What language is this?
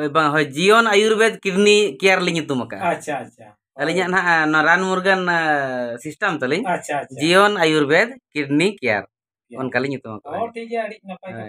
Santali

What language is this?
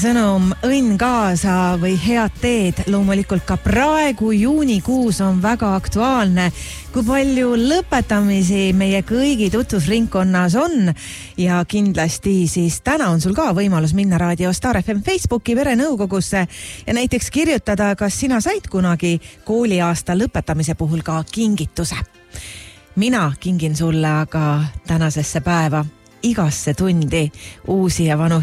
Estonian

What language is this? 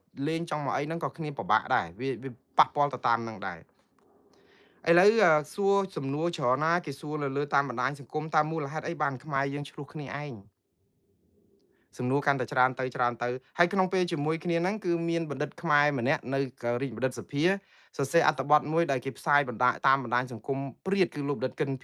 Khmer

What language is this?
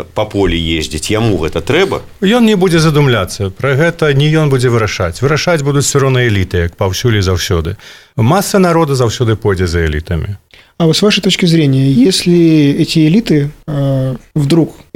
Belarusian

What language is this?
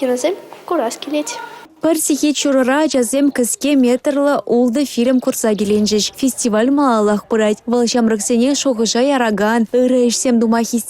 Chuvash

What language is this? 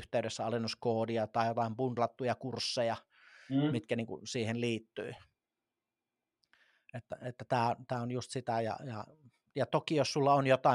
Finnish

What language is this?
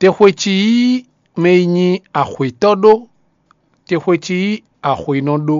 Fon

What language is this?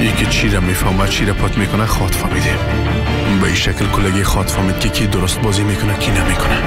Persian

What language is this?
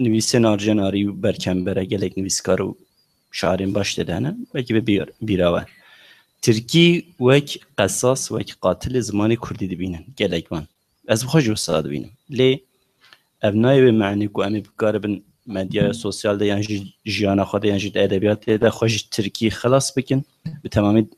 Kurdish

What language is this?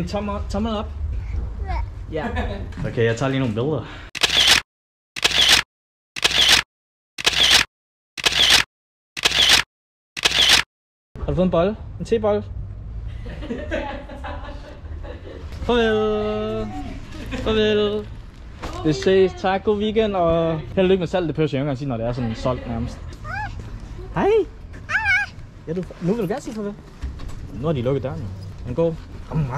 Danish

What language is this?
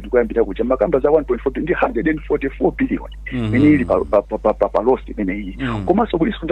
Nyanja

